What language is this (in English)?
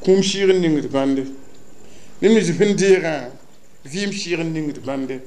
Mossi